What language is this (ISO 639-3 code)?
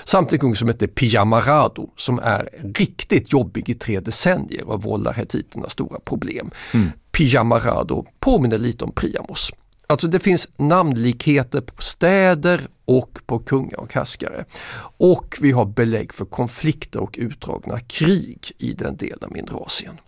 swe